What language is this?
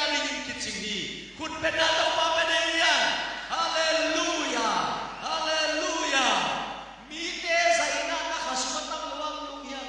Tedim Chin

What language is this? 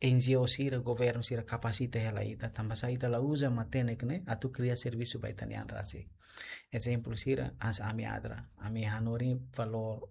Tetum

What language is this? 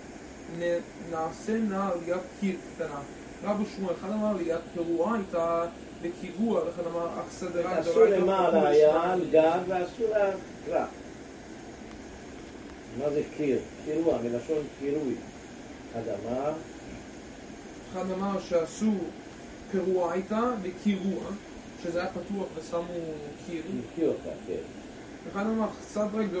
Hebrew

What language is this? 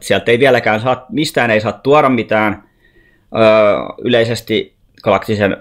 Finnish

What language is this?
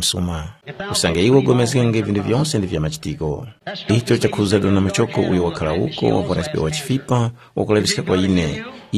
Tumbuka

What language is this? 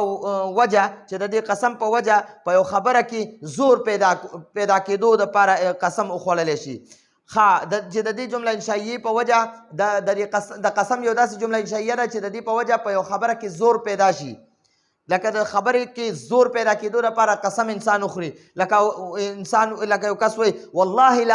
Pashto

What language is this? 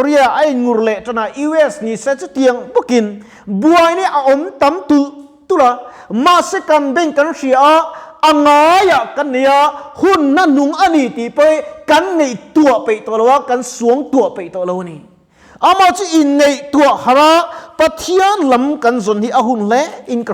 Mizo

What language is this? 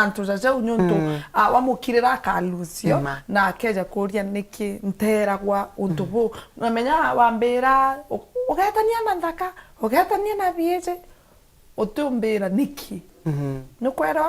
Meru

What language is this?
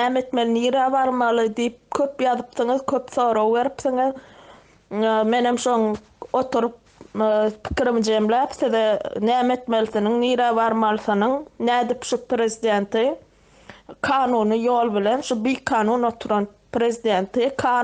Turkmen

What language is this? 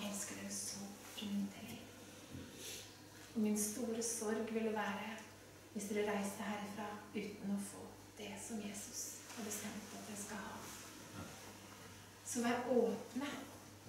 Norwegian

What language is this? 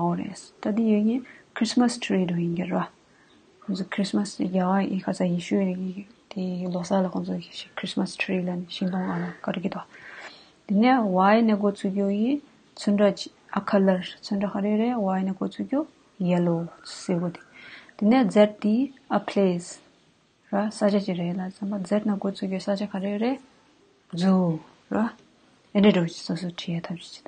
Tibetan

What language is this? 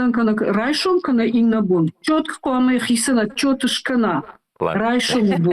Ossetic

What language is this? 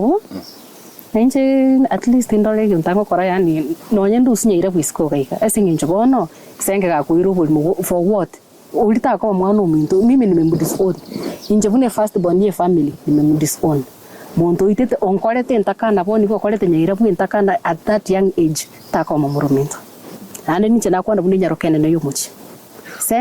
Gusii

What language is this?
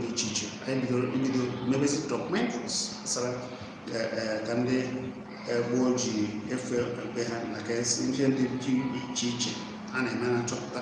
Igbo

